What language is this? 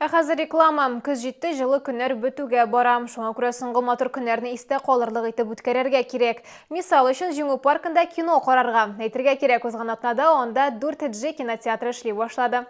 Tatar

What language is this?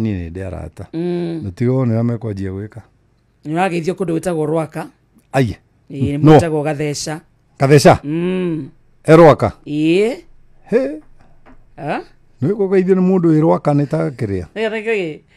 Kikuyu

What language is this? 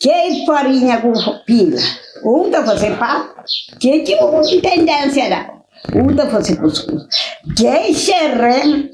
Kabuverdianu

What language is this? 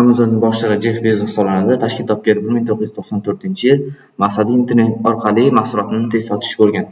Uzbek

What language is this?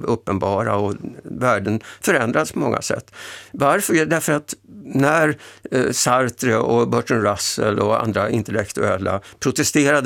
Swedish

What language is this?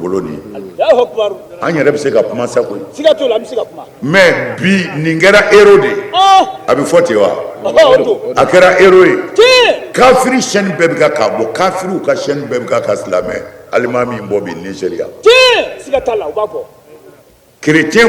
Bambara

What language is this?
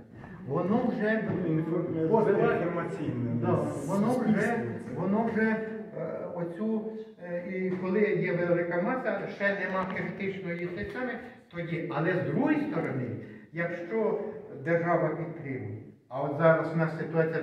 Ukrainian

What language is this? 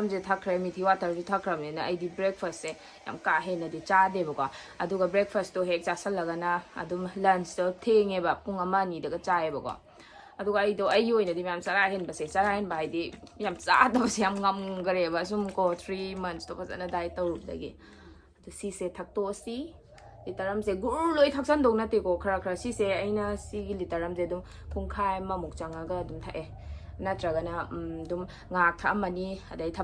Manipuri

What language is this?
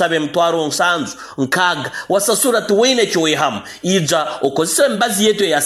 Nyoro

